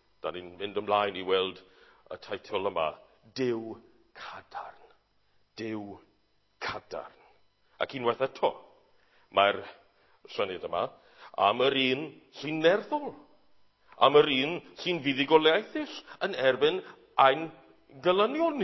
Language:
Welsh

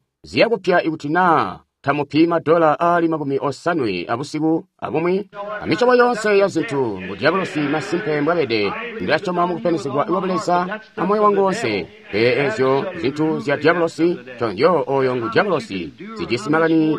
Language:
Tonga (Zambia)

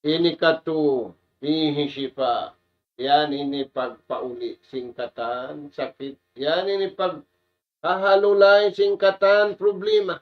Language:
Tausug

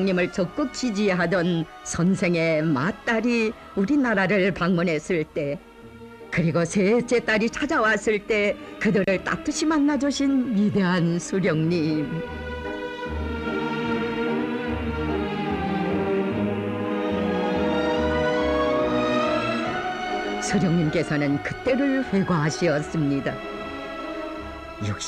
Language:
Korean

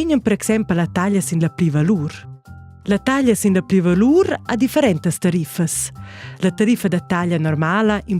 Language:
Romansh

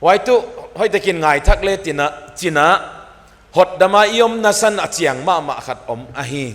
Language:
Paite Chin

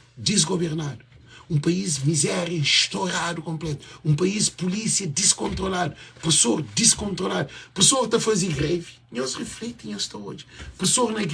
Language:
Kabuverdianu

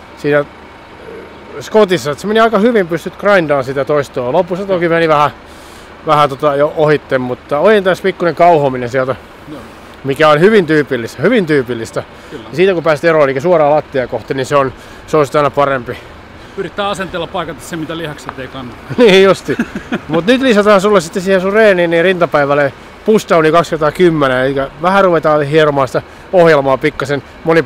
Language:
Finnish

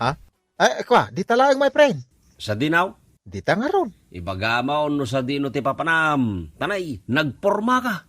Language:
Iloko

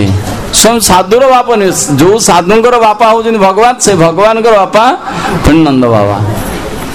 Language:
Odia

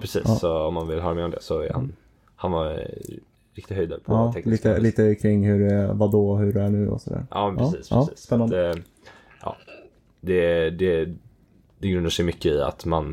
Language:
Swedish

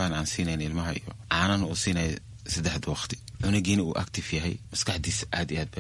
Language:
Somali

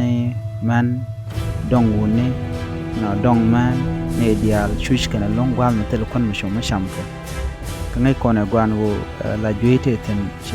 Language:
Nuer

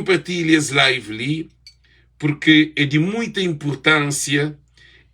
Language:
Kabuverdianu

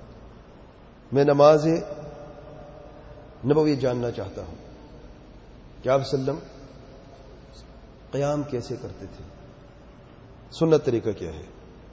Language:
Urdu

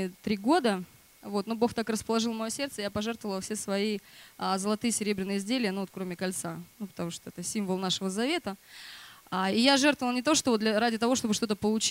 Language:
Russian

